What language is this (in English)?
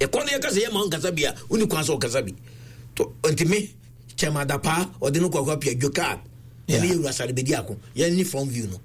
Akan